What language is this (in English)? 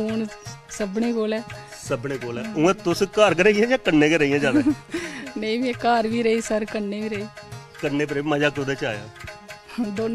Dogri